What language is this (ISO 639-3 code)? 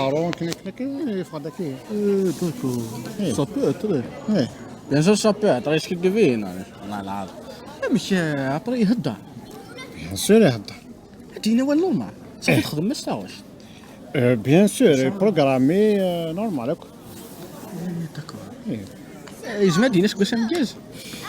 kab